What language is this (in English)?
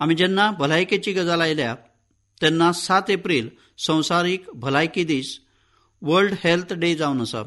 Konkani